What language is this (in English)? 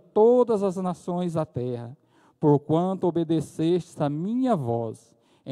Portuguese